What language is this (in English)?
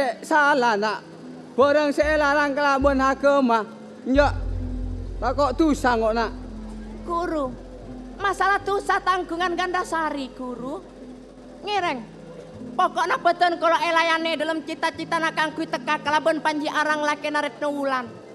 Madurese